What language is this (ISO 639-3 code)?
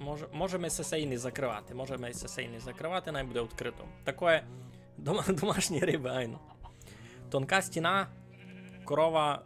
rue